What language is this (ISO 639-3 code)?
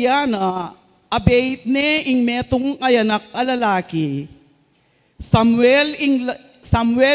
pam